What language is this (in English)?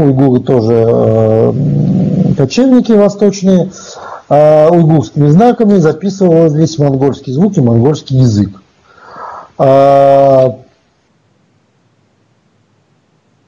Russian